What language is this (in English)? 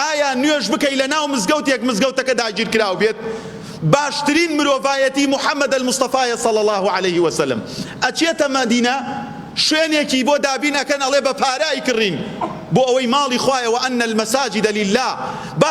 Central Kurdish